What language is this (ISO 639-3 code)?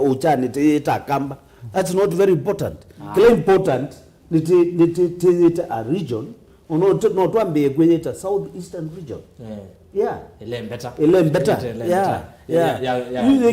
kam